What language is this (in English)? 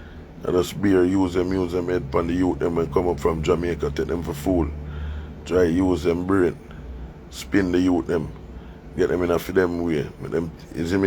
Jamaican Creole English